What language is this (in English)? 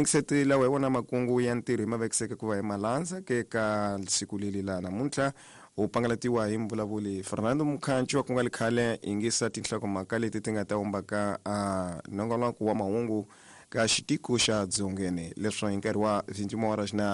Tsonga